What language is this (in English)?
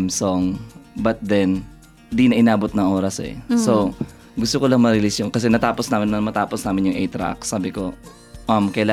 Filipino